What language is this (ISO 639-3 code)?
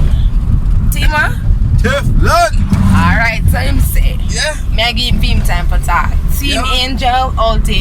jam